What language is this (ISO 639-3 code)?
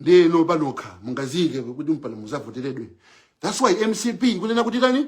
nya